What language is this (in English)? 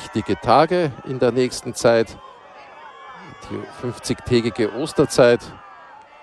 German